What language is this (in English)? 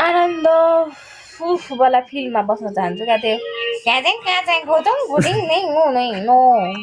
Nepali